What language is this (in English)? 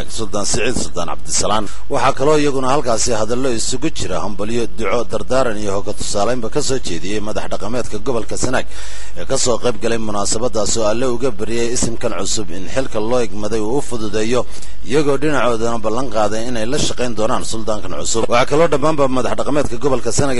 Somali